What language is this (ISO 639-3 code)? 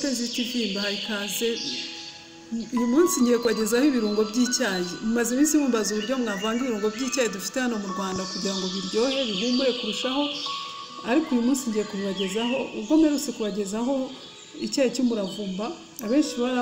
kin